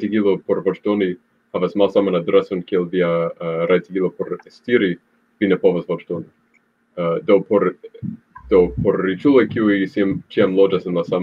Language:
Esperanto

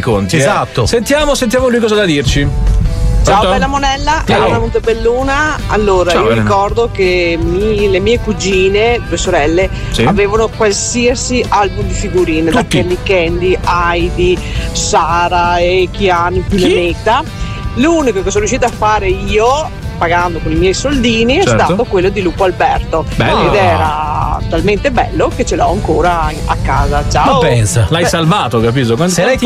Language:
Italian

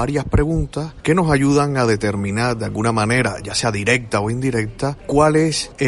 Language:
Spanish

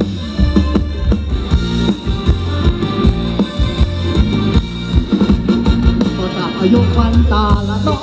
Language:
Thai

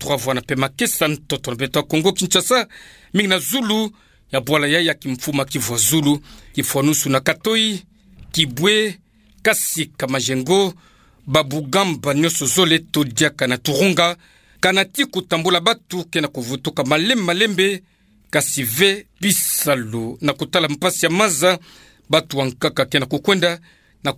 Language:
Kituba (Democratic Republic of Congo)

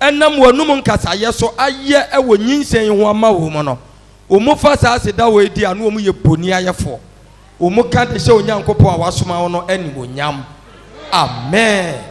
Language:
Akan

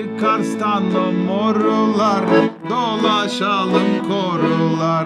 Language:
Gagauz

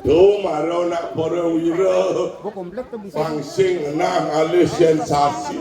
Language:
Balinese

